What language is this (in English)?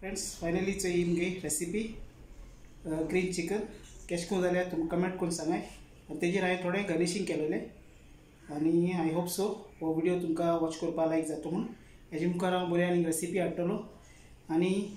Konkani